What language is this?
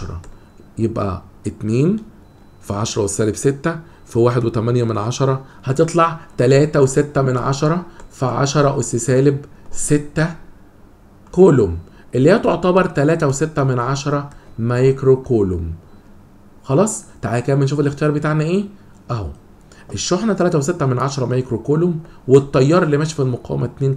Egyptian Arabic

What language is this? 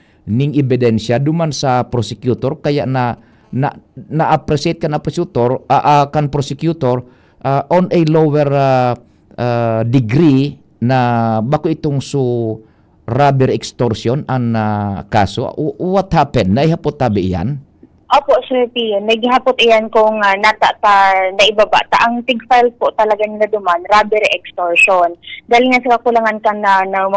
Bikol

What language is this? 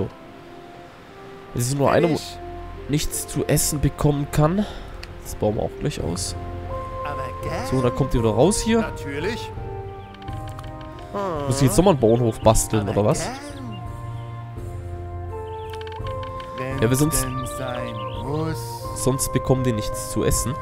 German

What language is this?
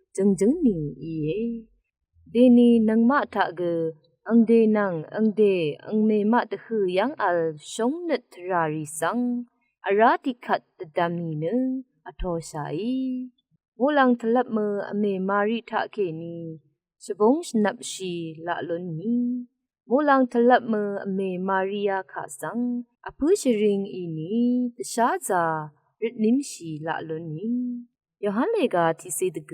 Rawang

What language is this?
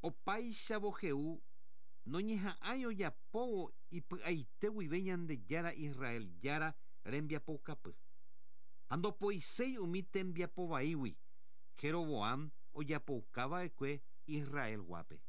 Guarani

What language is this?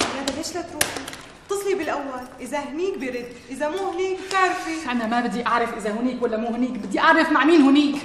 North Levantine Arabic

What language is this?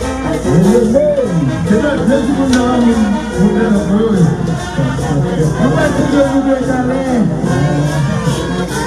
French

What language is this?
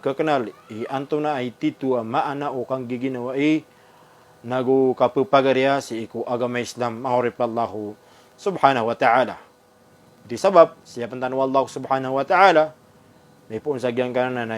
Maranao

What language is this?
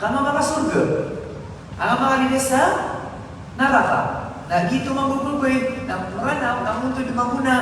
Maranao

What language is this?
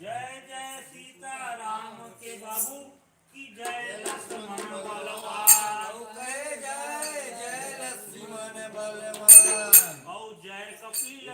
Chhattisgarhi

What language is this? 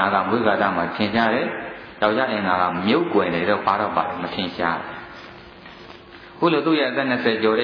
Burmese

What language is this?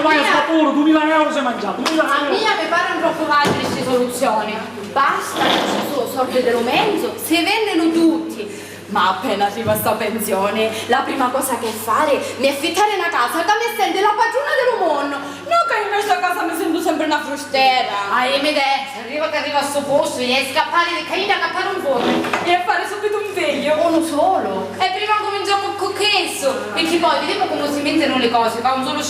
Sicilian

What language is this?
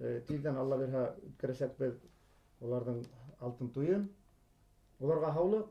Bashkir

